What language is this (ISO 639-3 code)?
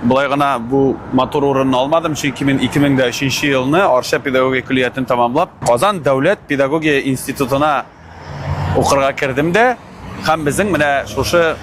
tat